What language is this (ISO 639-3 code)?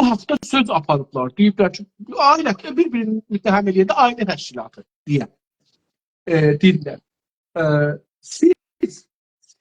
azb